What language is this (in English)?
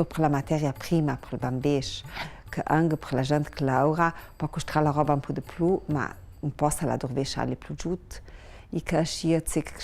Ladin